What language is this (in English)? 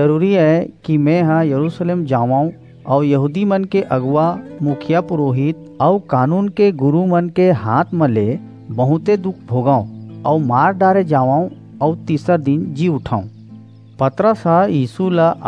Chhattisgarhi